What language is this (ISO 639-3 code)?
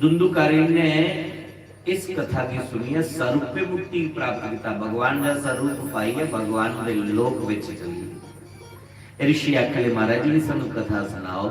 doi